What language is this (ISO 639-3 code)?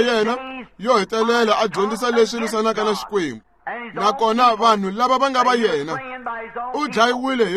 tso